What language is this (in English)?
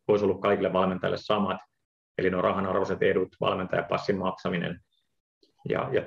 Finnish